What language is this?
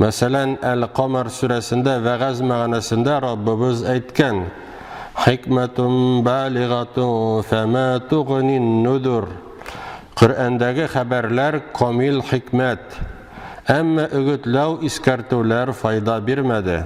Tatar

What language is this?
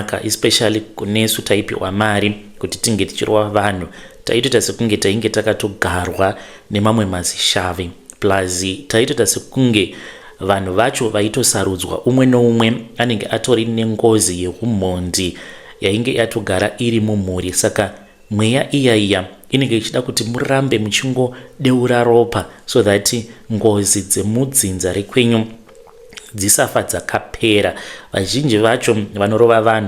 Shona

